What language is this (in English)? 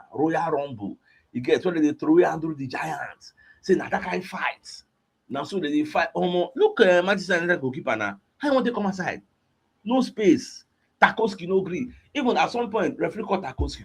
Nigerian Pidgin